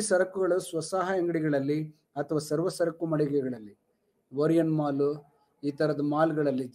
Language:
Kannada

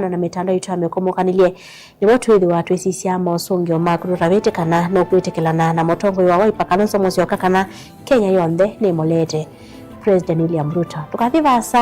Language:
Kamba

